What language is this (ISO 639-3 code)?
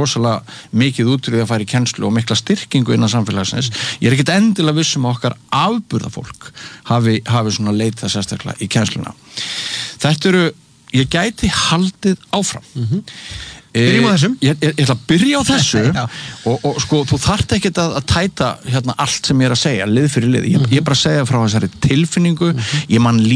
isl